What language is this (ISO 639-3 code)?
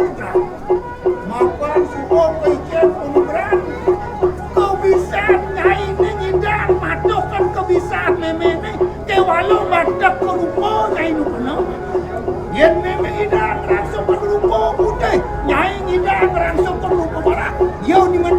ban